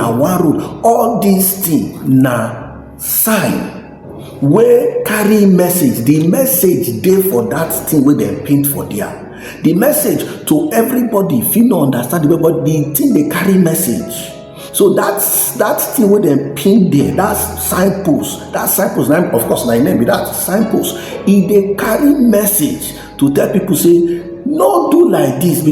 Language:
Nigerian Pidgin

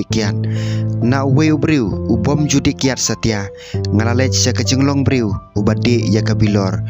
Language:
Khasi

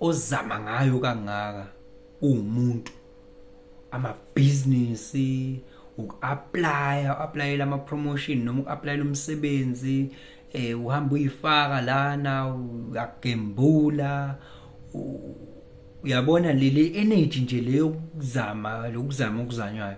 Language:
Zulu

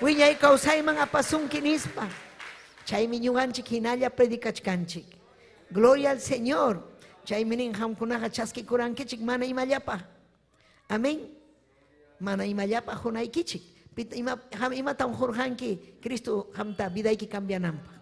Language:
Ayacucho Quechua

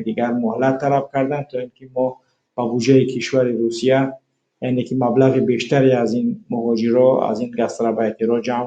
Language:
Tajik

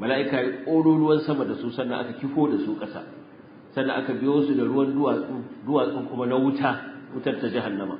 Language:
Hausa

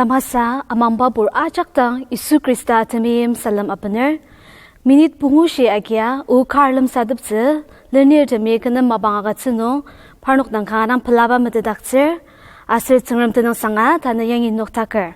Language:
Ao Naga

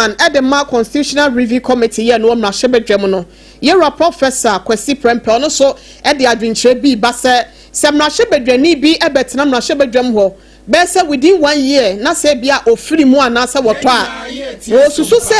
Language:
Akan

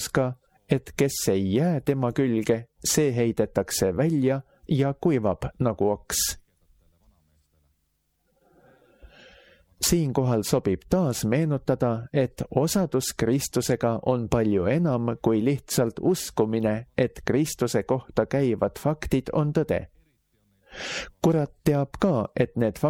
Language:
Estonian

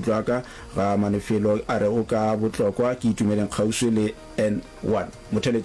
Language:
Northern Sotho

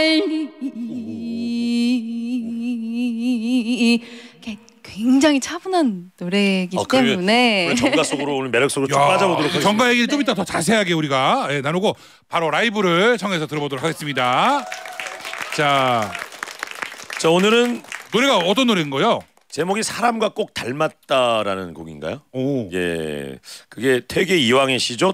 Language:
Korean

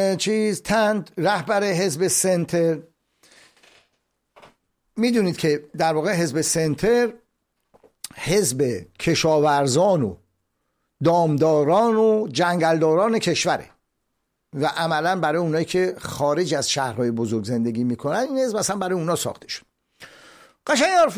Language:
Persian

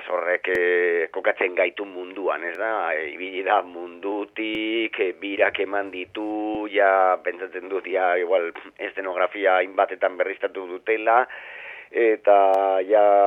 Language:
Basque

